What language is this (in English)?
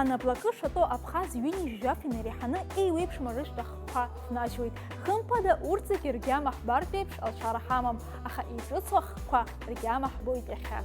Abkhazian